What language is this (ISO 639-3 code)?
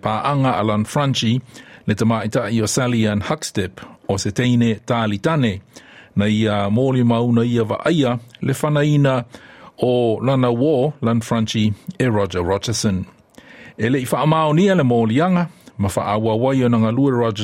smo